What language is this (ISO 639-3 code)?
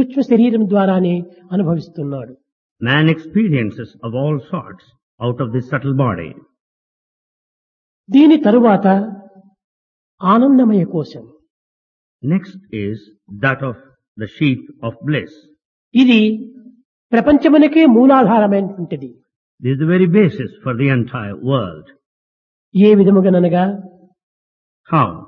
tel